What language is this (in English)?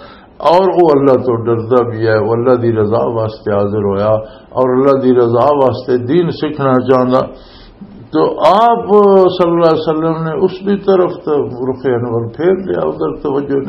Western Panjabi